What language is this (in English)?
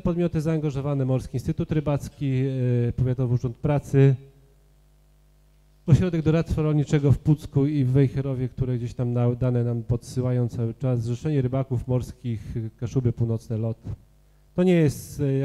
Polish